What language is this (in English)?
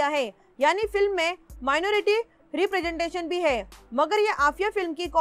Hindi